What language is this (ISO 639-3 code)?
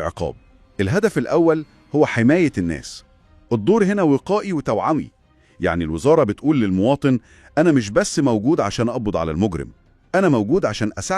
arz